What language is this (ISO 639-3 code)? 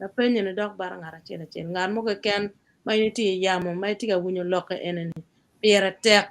ach